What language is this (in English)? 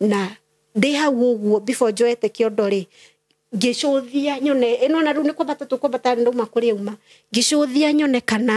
Kikuyu